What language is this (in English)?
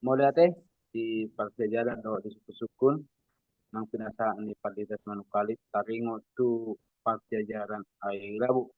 Batak Toba